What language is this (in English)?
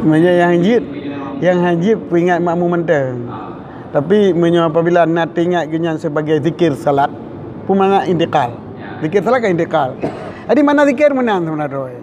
Achinese